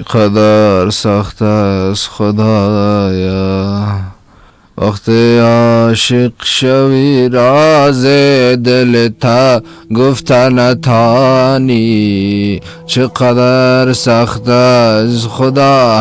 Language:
Persian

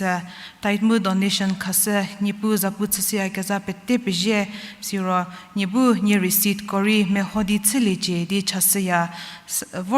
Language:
Angami Naga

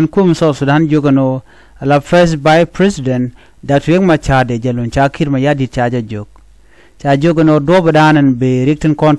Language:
Nuer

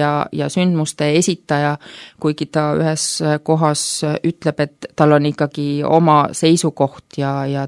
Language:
Estonian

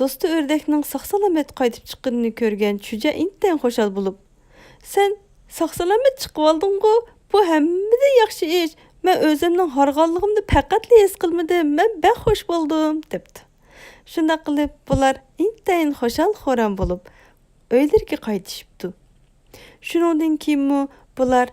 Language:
Uyghur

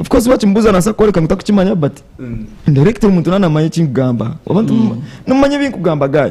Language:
Nyankole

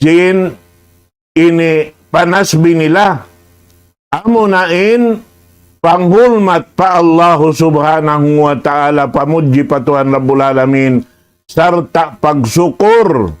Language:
Tausug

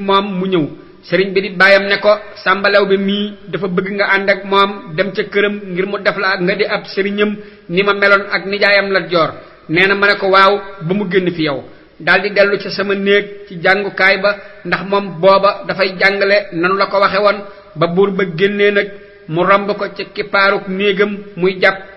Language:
Wolof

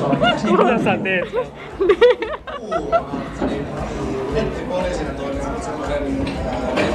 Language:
Finnish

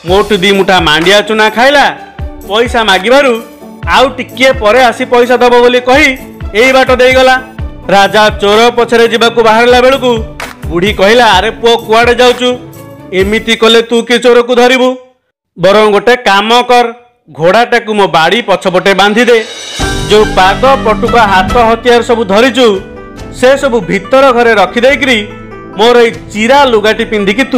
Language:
Odia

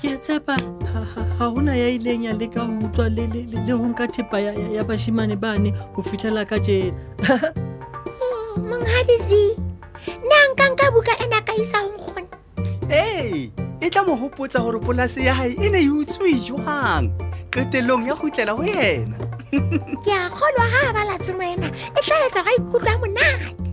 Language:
Southern Sotho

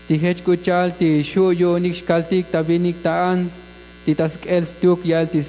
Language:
Tzotzil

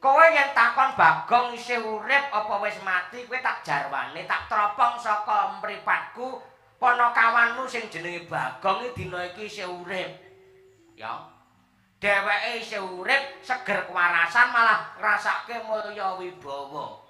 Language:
Javanese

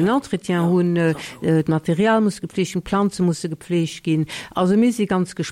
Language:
Luxembourgish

